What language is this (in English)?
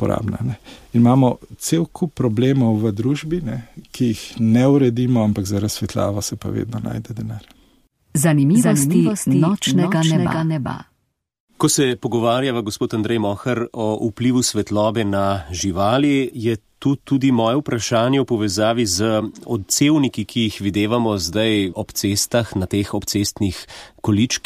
Slovenian